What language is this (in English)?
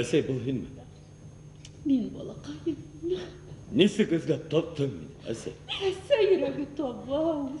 Bashkir